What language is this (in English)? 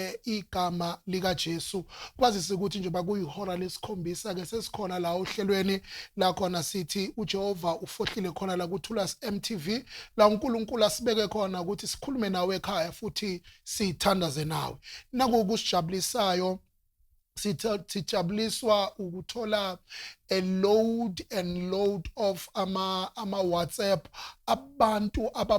Zulu